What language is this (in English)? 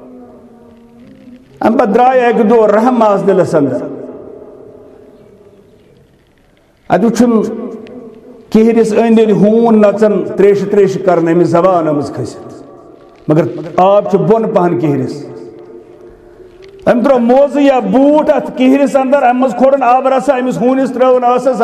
Kashmiri